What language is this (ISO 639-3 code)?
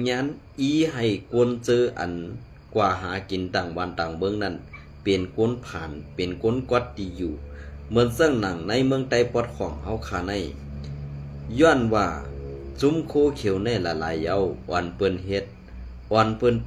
shn